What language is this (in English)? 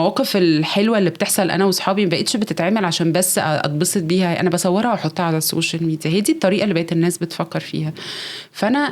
Egyptian Arabic